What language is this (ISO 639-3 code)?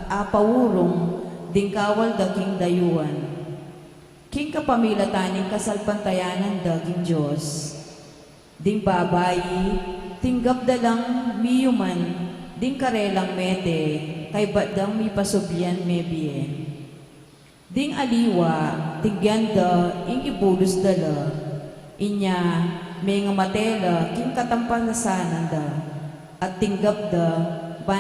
pam